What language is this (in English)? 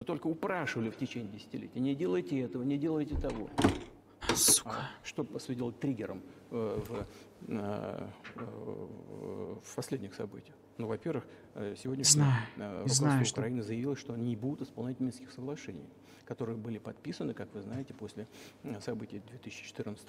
Russian